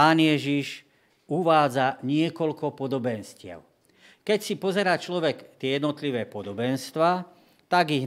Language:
Slovak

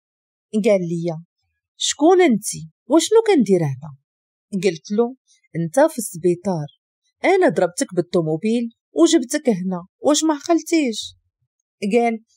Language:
Moroccan Arabic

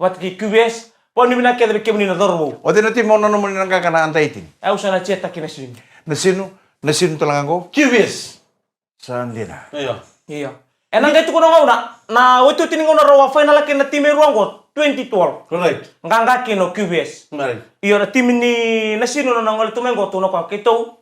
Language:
Fijian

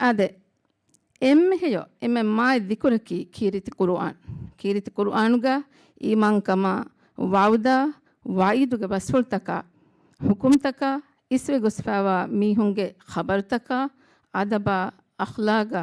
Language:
Divehi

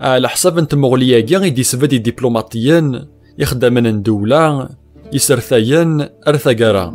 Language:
Kabyle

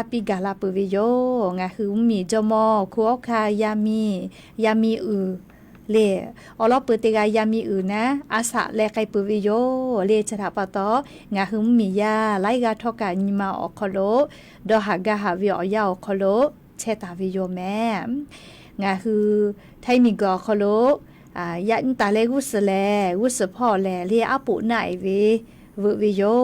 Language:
Lahu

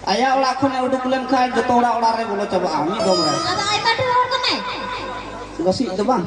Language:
Santali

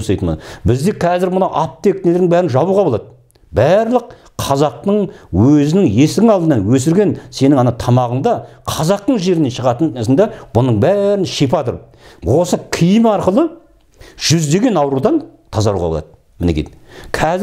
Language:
Kazakh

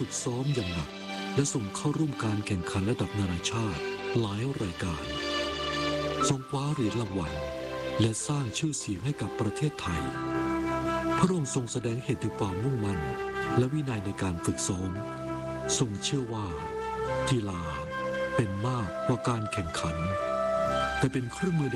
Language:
Thai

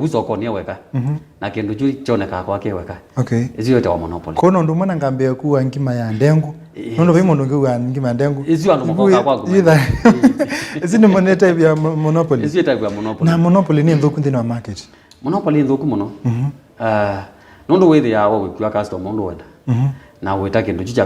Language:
Kamba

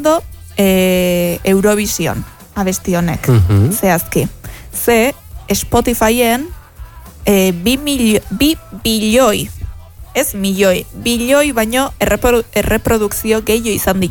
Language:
Basque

